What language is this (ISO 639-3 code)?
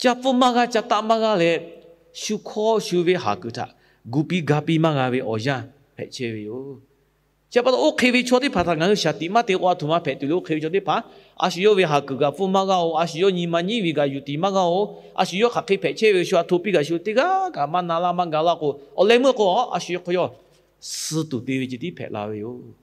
lhu